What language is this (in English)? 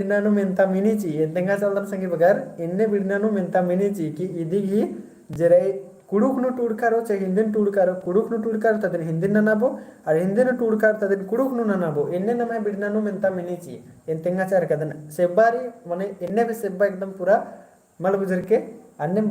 Kurukh